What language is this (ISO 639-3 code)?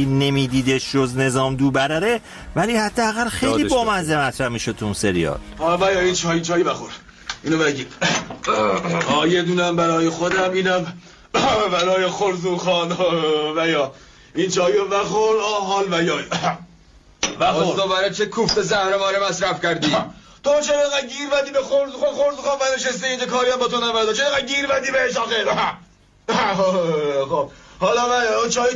fas